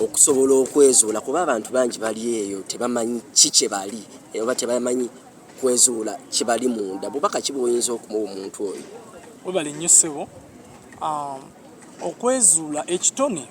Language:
Ganda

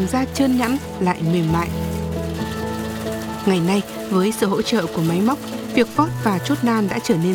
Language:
Vietnamese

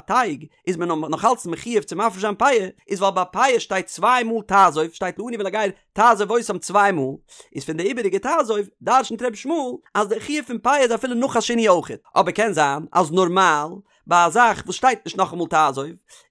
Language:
Yiddish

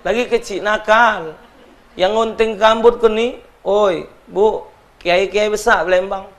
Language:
Musi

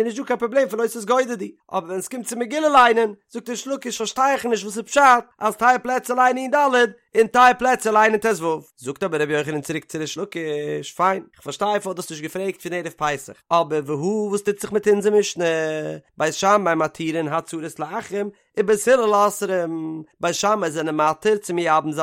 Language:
Yiddish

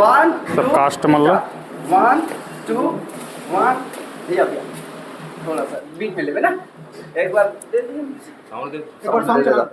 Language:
Chhattisgarhi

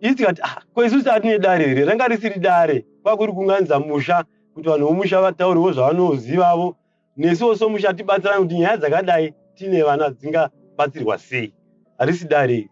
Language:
Shona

